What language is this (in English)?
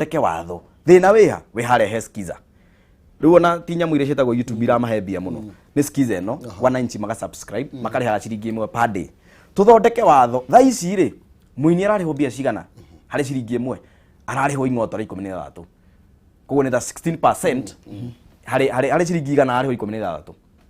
Kikuyu